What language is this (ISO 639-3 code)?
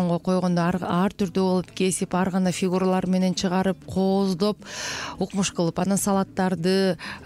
kir